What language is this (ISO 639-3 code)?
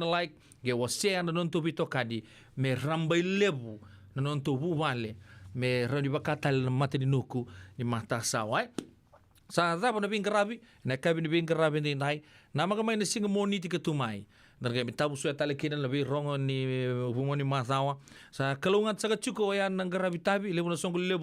fij